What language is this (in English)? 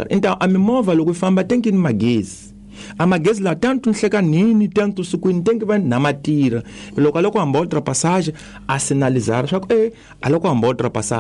Tsonga